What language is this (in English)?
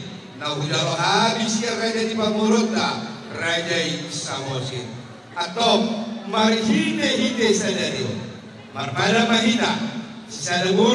Batak Toba